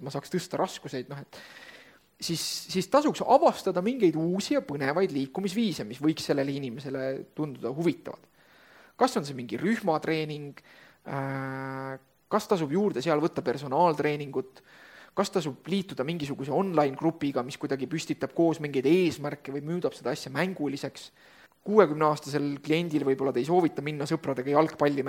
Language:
Estonian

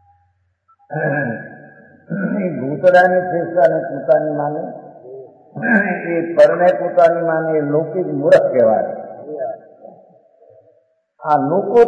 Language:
Gujarati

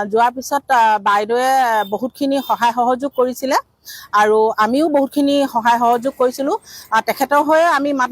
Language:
Assamese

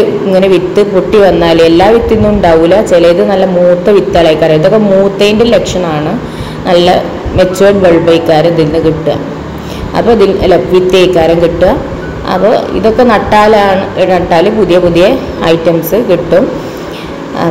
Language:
Malayalam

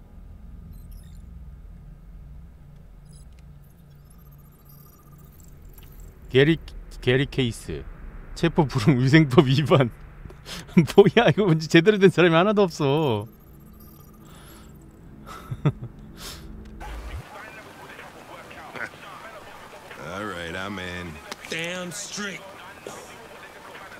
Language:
Korean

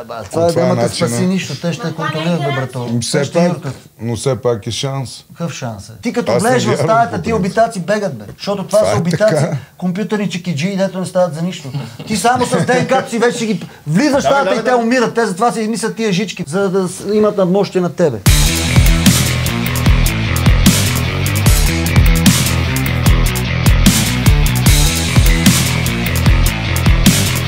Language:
Bulgarian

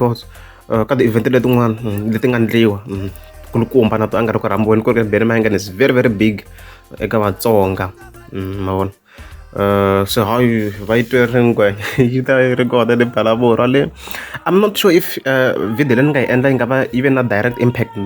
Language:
Tsonga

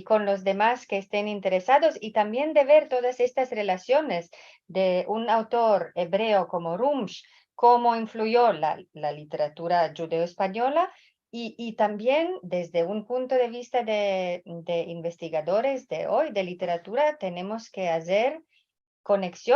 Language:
Ladino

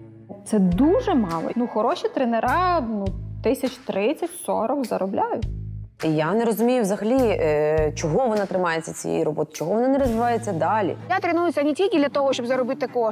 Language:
Ukrainian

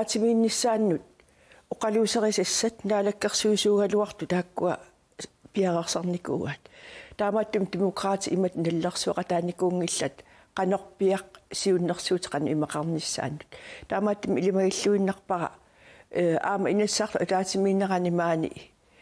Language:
Kalaallisut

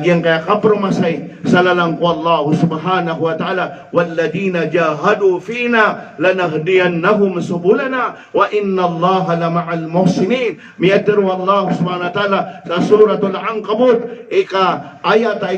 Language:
Maranao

